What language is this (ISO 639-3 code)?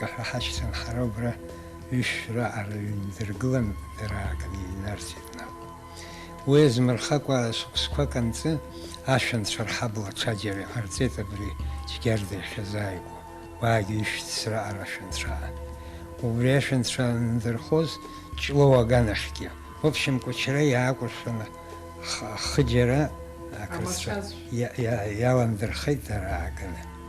abk